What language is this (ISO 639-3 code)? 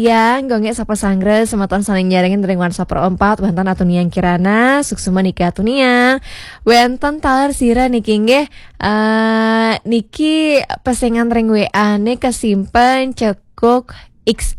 ban